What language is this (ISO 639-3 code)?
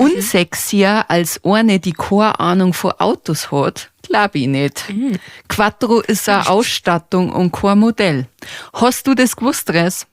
bar